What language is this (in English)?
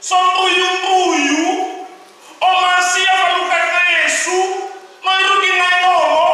Nias